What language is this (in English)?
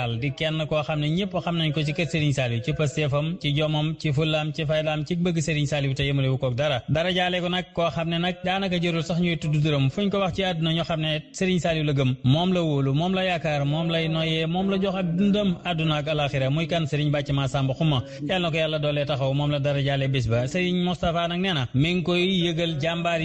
Wolof